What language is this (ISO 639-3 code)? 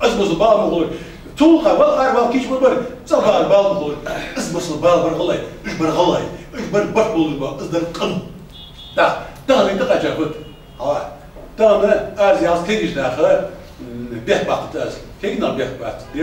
inh